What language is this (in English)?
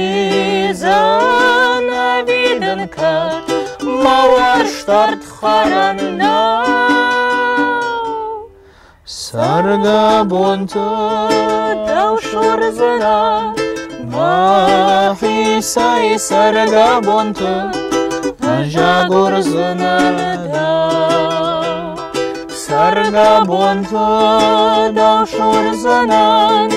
Ossetic